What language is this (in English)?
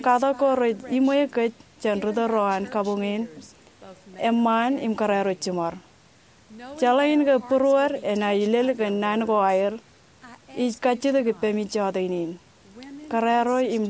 Marshallese